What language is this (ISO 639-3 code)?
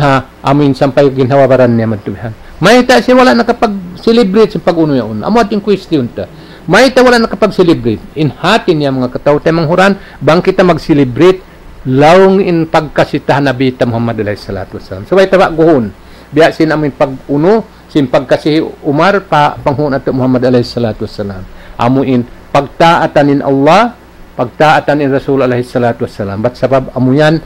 tsg